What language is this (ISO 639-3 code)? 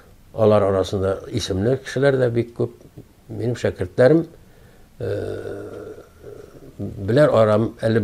tat